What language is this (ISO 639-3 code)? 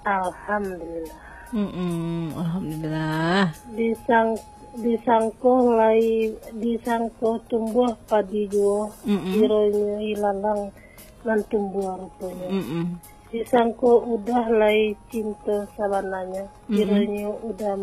min